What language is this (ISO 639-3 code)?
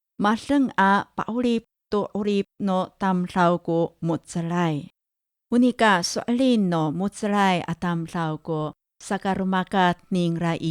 ami